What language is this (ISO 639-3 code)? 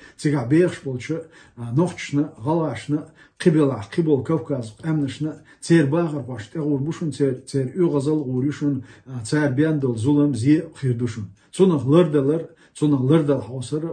che